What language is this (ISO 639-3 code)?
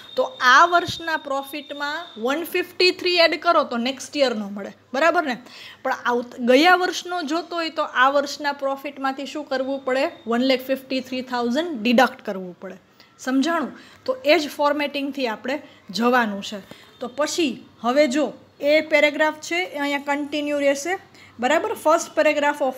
guj